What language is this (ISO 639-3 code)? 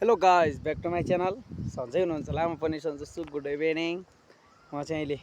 nep